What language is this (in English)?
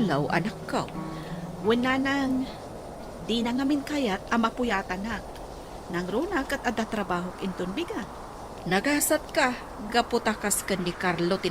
Iloko